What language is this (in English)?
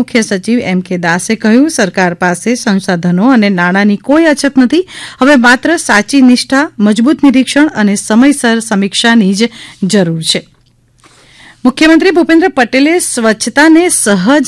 Gujarati